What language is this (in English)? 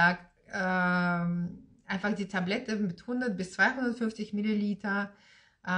German